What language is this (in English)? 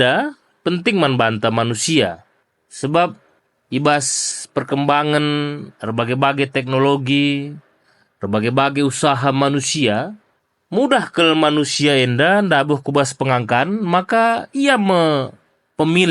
Batak Karo